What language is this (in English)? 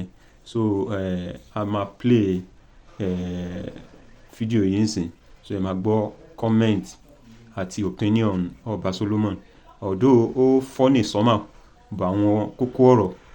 Yoruba